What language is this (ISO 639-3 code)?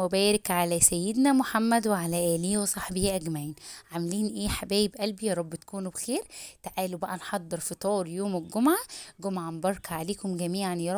arz